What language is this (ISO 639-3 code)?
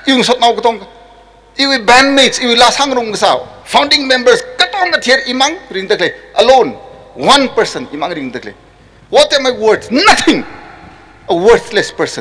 nmf